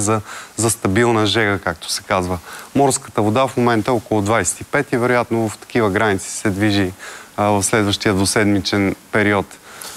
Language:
Bulgarian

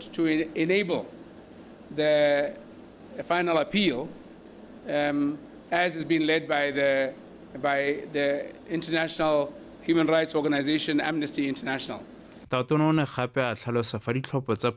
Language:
Tswana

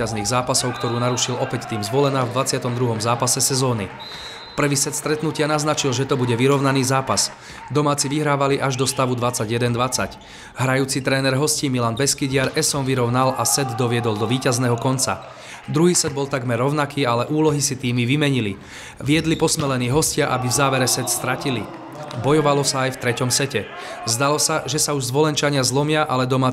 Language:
Slovak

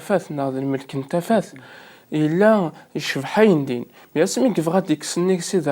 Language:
Kabyle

